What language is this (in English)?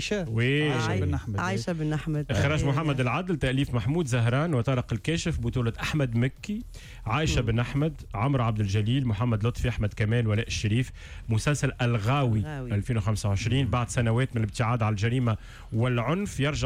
Tunisian Arabic